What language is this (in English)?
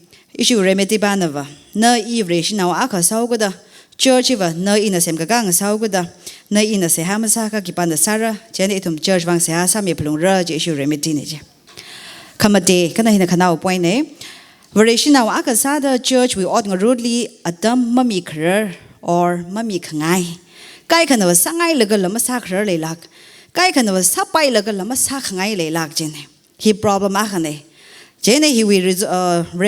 Tangkhul Naga (India)